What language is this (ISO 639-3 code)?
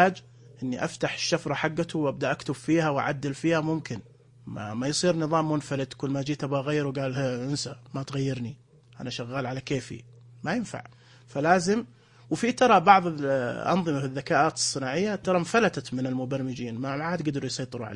ars